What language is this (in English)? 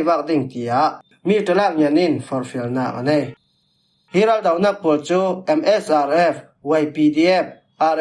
Falam Chin